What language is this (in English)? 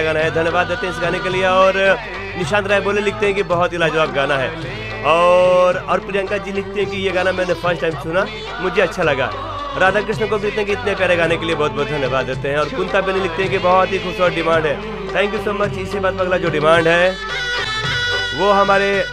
Hindi